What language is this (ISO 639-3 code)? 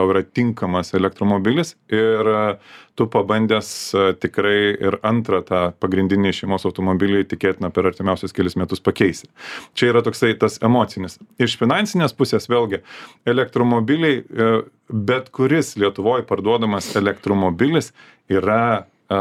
lit